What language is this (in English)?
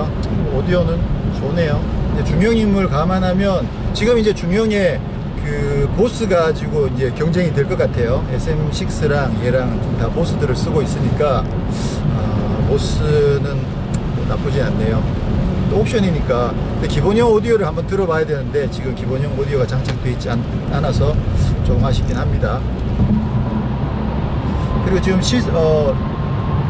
Korean